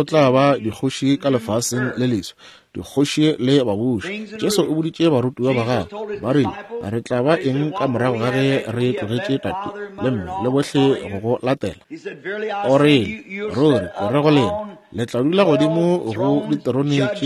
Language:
Northern Sotho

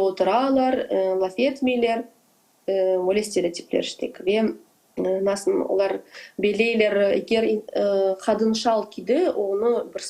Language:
Crimean Tatar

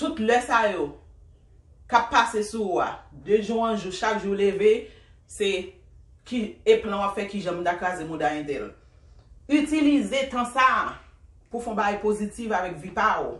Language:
Haitian Creole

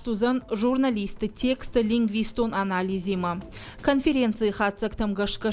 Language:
Ossetic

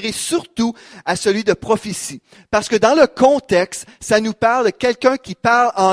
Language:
French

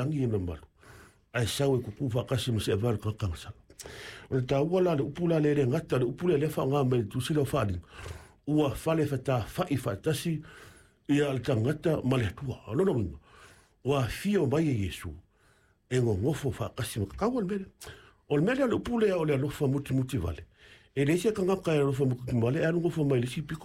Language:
Samoan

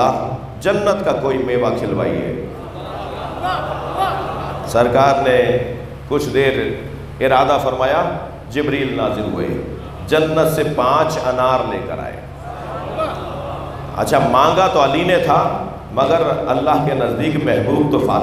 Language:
Urdu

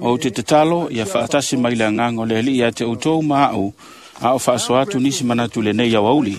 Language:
Samoan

